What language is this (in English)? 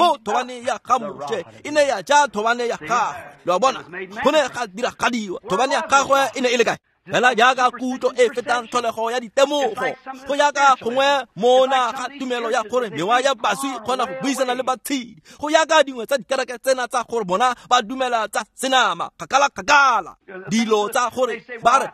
Tswana